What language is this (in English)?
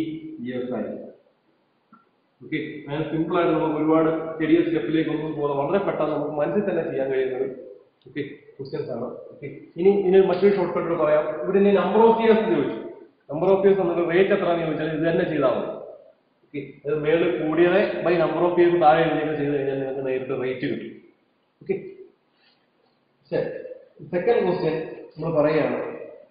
Malayalam